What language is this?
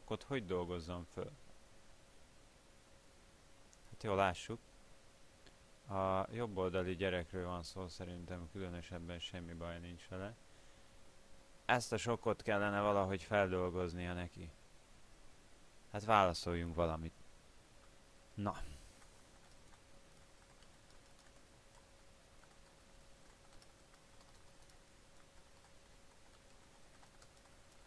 Hungarian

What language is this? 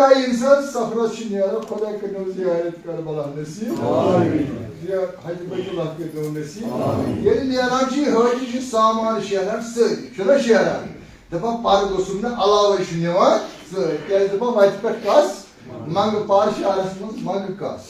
Kashmiri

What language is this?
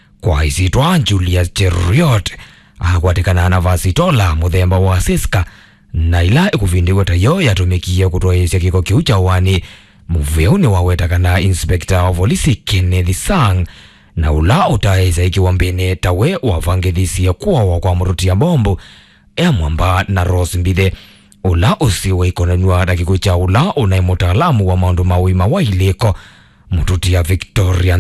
Kamba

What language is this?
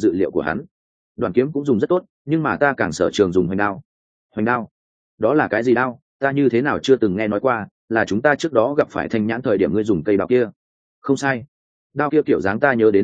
Vietnamese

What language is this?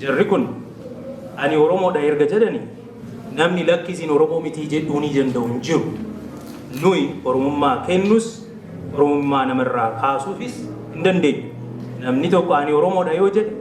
Oromo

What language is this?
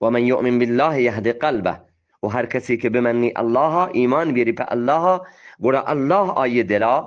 Eastern Balochi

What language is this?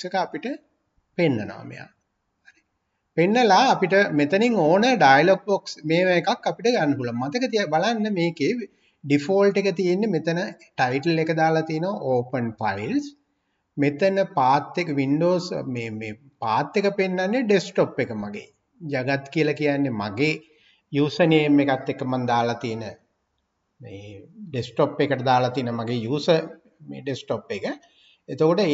Sinhala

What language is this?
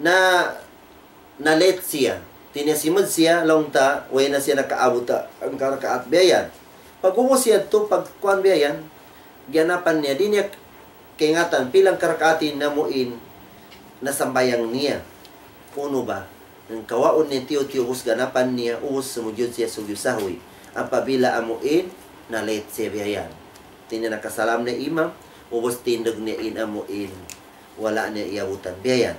Tausug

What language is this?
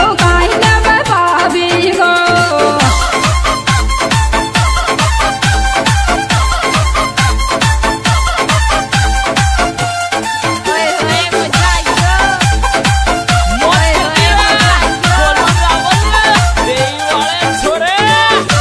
Bhojpuri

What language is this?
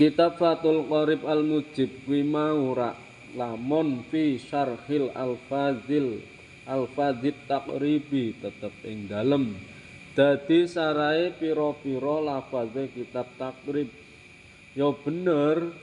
Javanese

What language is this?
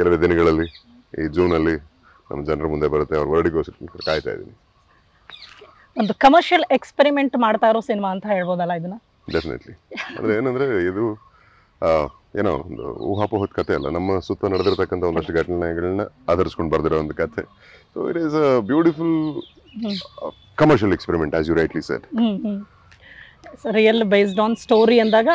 Kannada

